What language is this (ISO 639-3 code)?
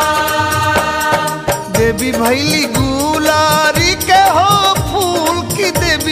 bho